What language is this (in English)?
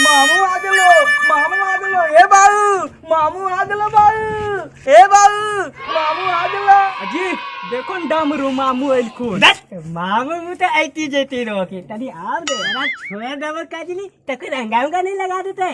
Magahi